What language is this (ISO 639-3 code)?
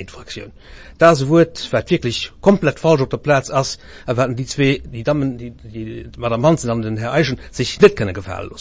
ltz